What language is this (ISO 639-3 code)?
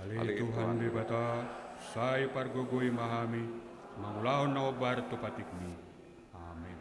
bbc